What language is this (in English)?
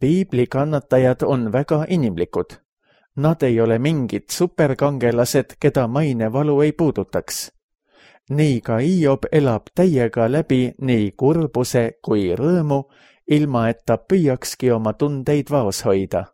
Estonian